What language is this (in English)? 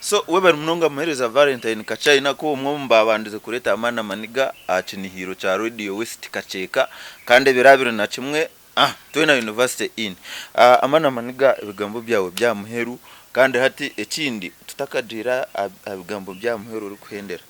Nyankole